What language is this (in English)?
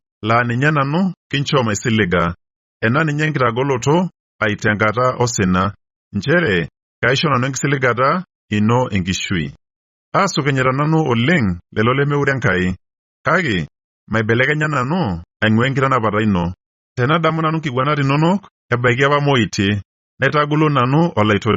Masai